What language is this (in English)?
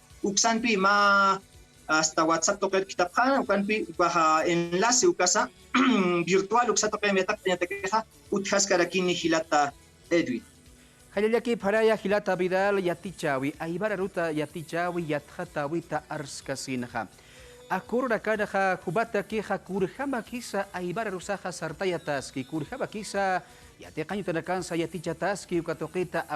Aymara